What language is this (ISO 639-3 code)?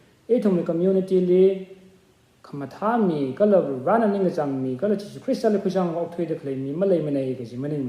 nmf